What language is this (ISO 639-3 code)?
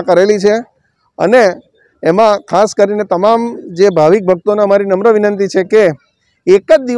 guj